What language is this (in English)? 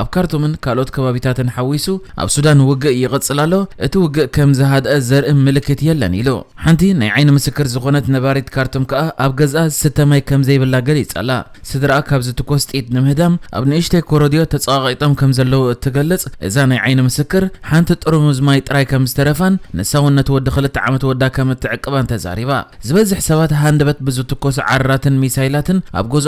Tigrinya